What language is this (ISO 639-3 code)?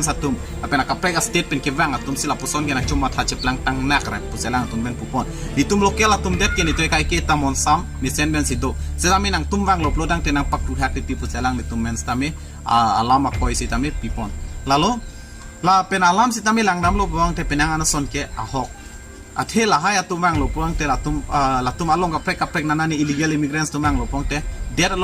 mjw